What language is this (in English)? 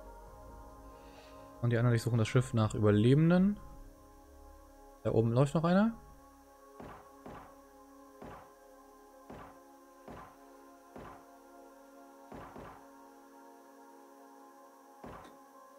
German